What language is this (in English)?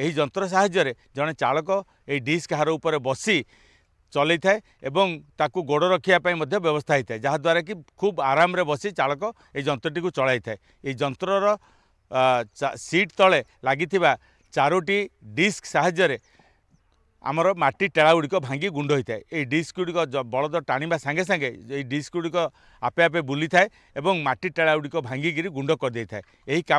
Odia